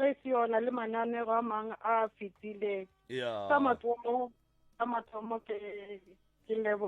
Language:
Northern Sotho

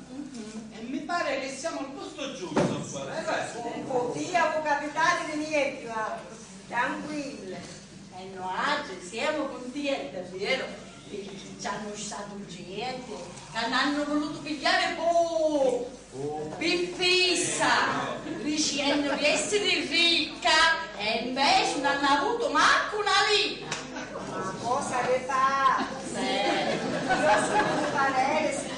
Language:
Sicilian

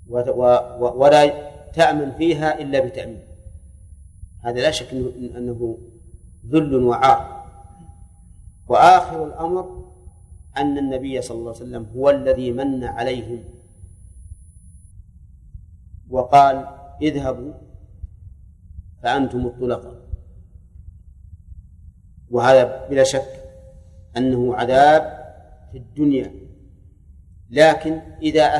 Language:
Arabic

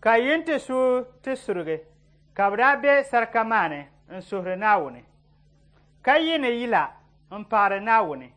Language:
Dagbani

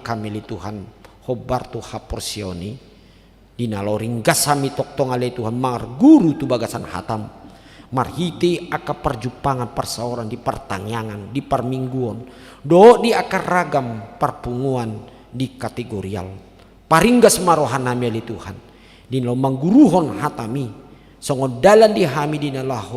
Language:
Batak Toba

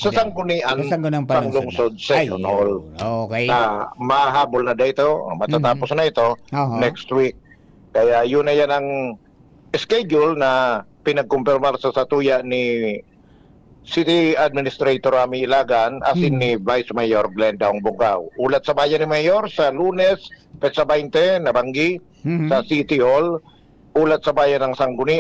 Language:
Bikol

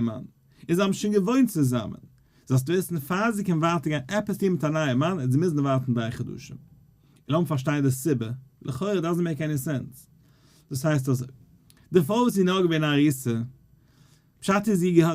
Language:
Yiddish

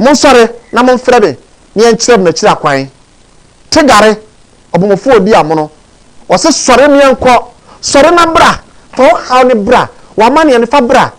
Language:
Akan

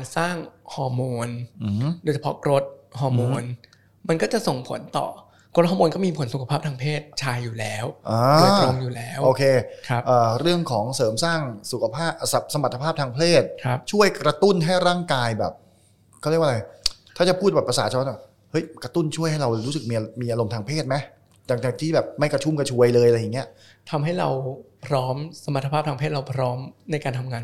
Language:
Thai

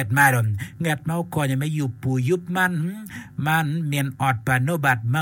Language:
Acoli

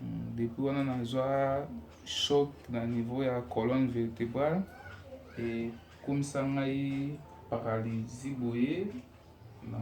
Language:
Lingala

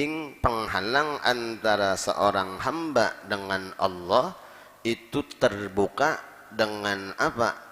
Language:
Banjar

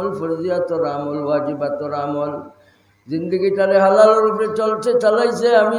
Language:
Sylheti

